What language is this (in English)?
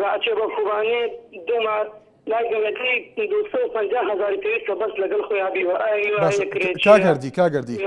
Central Kurdish